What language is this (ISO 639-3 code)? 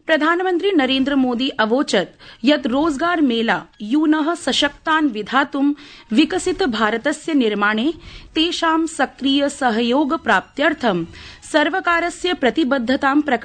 san